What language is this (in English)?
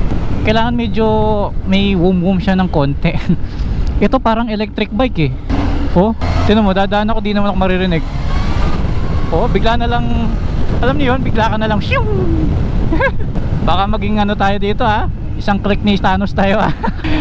Filipino